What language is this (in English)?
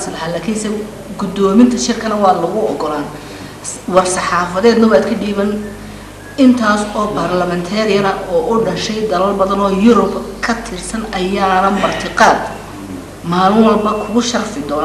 Somali